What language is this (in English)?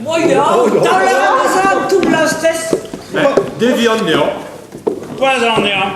Breton